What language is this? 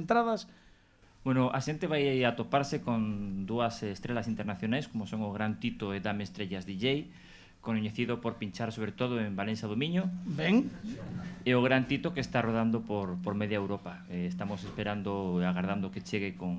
Galician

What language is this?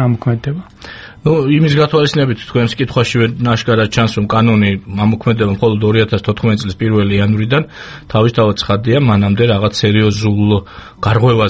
Georgian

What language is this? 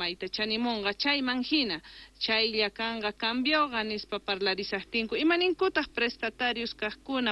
South Bolivian Quechua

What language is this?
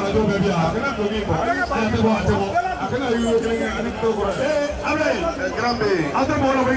Bambara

